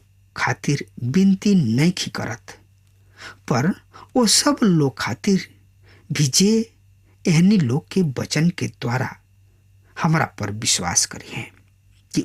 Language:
Bhojpuri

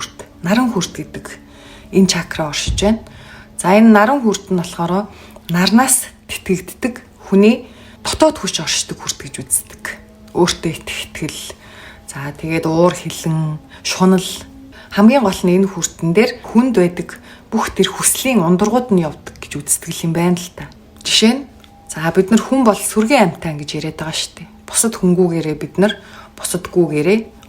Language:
Mongolian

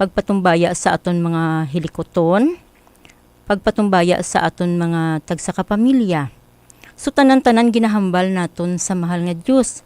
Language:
Hiligaynon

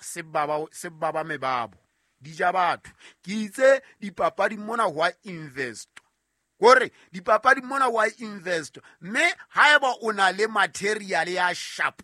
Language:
Southern Sotho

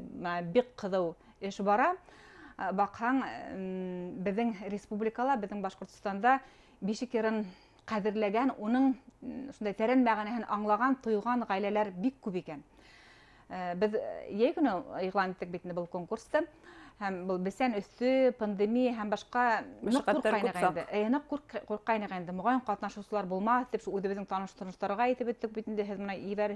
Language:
Bashkir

